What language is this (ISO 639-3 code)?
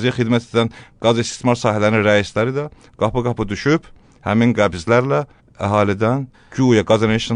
aze